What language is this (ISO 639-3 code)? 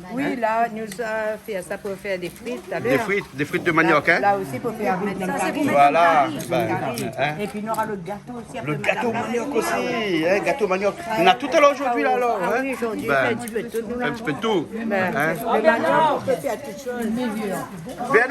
rcf